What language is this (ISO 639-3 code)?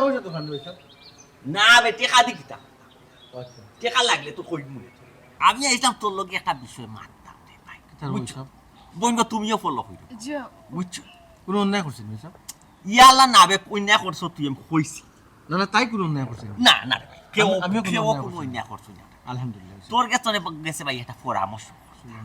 syl